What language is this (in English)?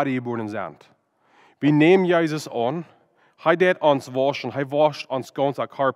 Plautdietsch